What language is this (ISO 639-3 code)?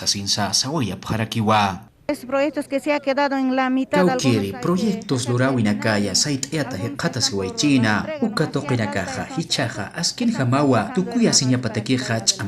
aym